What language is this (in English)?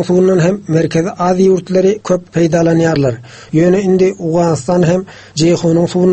Turkmen